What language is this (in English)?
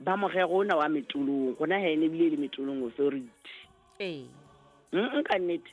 Southern Sotho